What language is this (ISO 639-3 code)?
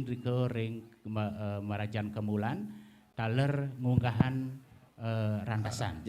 ban